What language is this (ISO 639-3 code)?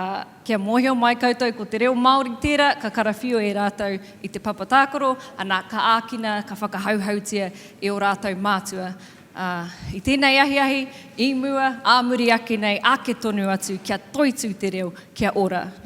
mri